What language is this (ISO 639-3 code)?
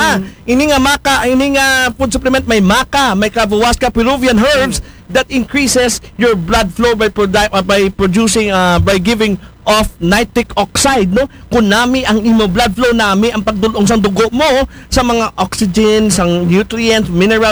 akl